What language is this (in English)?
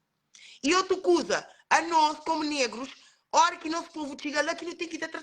Kabuverdianu